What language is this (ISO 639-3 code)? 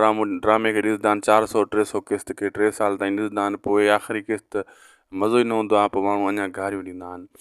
snd